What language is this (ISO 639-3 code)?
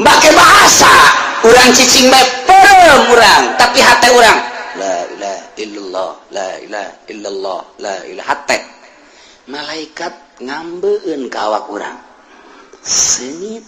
sun